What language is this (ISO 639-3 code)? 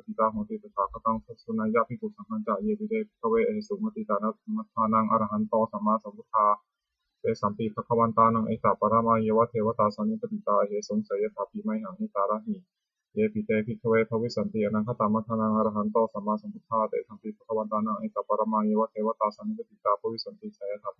pli